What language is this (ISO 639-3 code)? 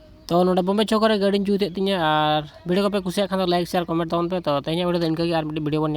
sat